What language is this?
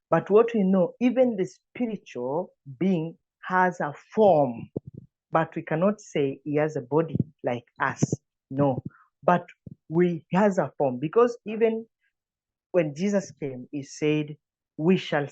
English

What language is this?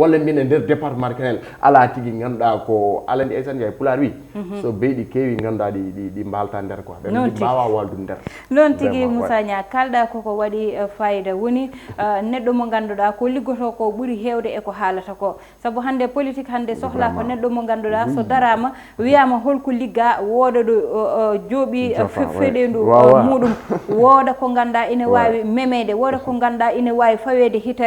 Fula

